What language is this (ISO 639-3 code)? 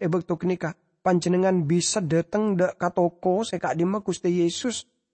mad